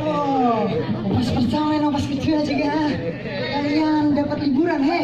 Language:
Banjar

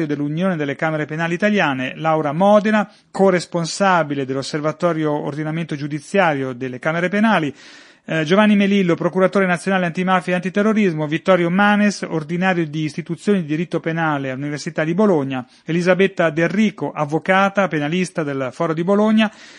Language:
Italian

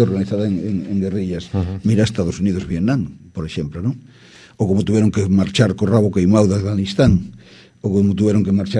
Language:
Galician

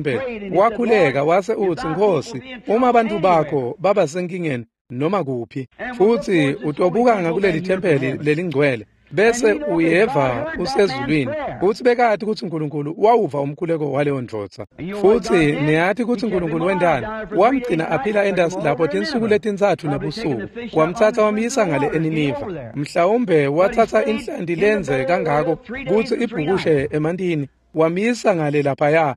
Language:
Swati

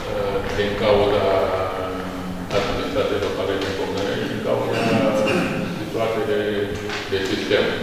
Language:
Romanian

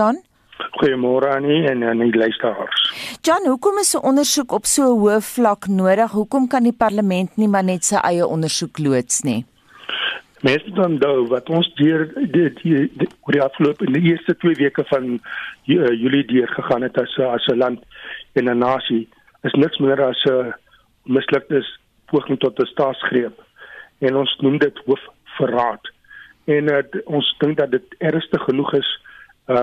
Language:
Afrikaans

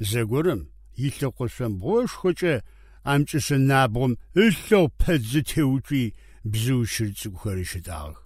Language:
Adyghe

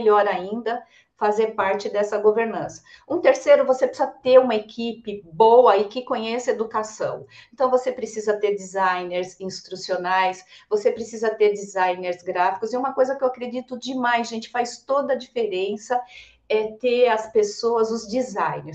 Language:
Portuguese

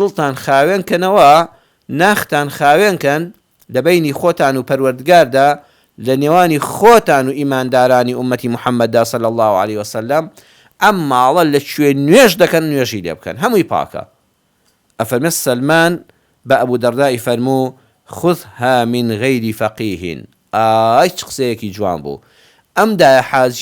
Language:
Central Kurdish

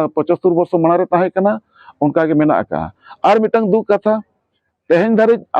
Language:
Santali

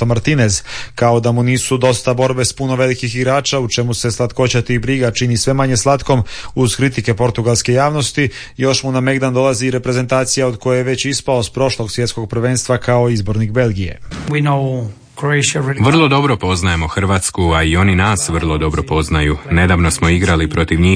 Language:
Croatian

